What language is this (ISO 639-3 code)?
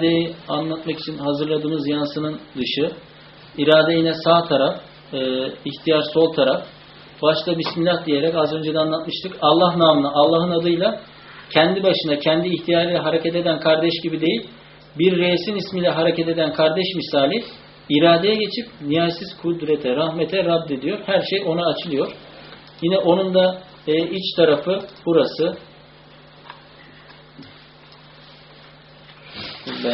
tur